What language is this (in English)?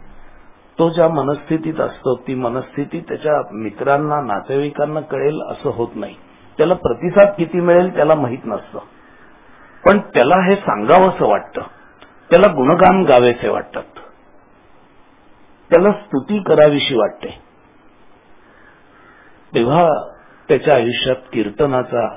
Marathi